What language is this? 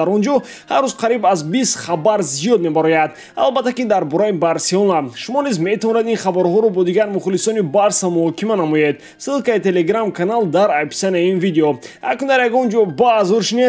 Tajik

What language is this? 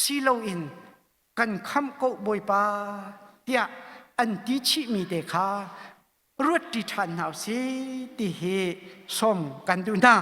Hakha Chin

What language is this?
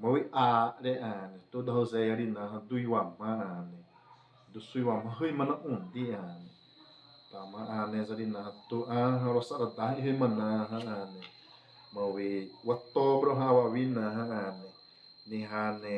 Xavánte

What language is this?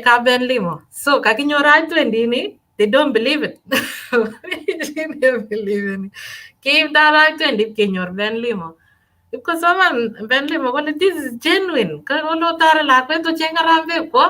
Kalenjin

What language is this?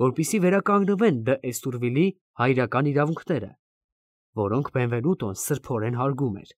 Armenian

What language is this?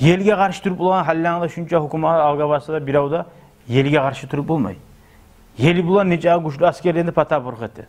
Kumyk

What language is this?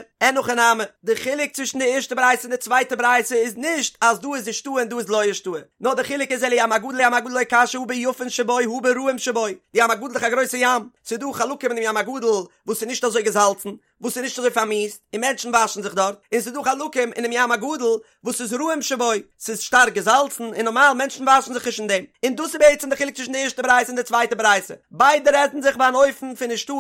Yiddish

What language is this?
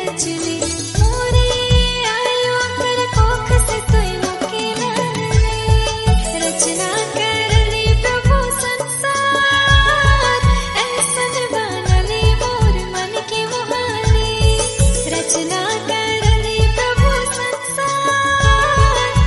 Sadri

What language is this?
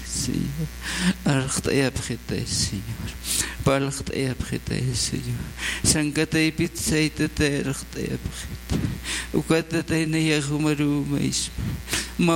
Aymara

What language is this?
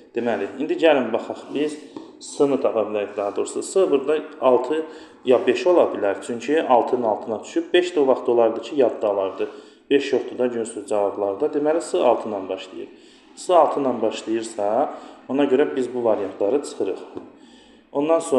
Azerbaijani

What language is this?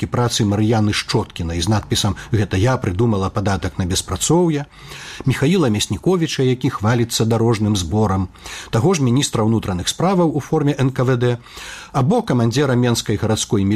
Belarusian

